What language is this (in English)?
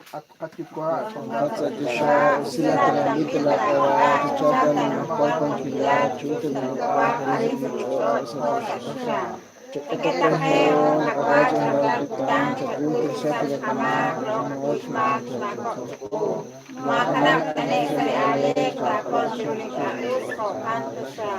Kekchí